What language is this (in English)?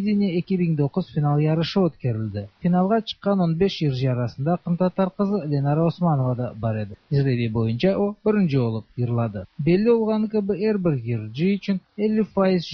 Tatar